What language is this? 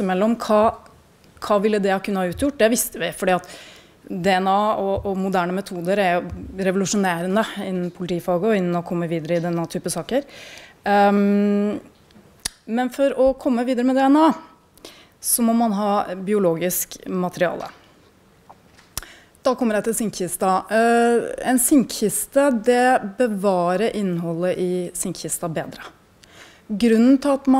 Norwegian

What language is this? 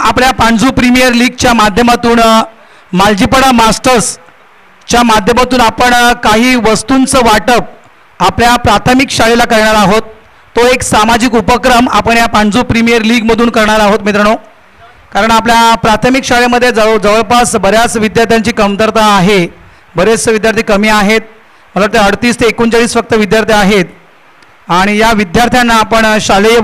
Marathi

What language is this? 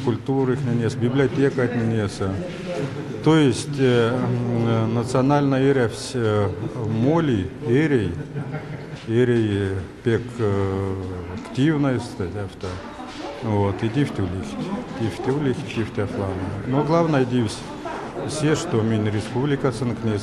Erzya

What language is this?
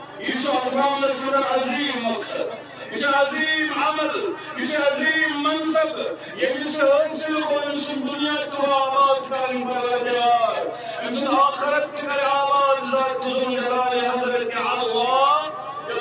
Kashmiri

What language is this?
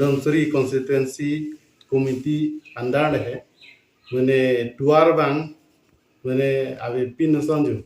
Karbi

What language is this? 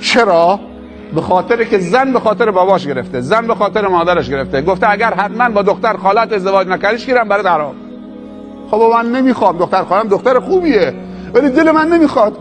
Persian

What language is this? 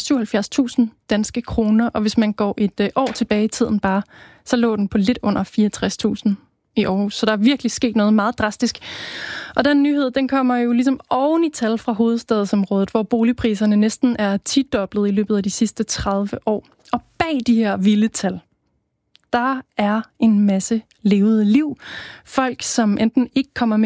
Danish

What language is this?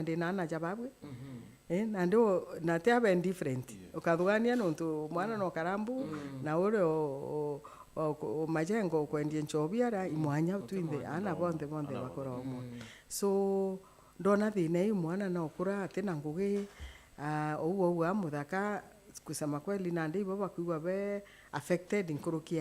Meru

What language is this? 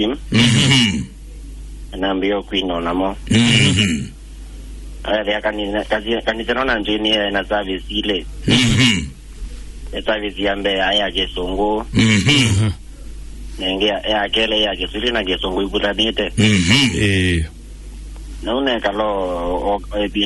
Kamba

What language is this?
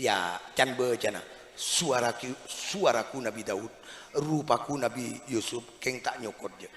Madurese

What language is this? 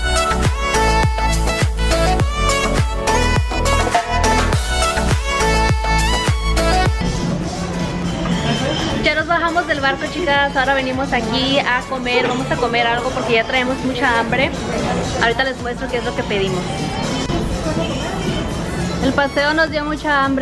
Spanish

